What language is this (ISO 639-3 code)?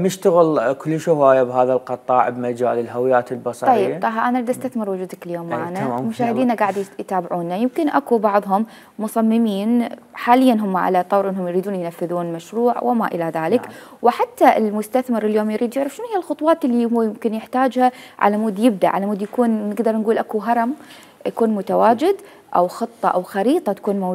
acm